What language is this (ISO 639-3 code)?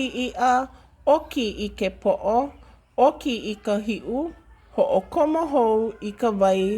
haw